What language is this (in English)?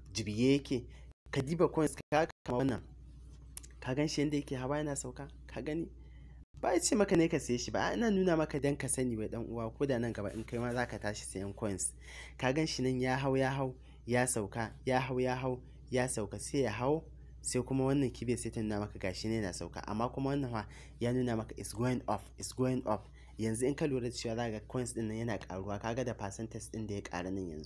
Hausa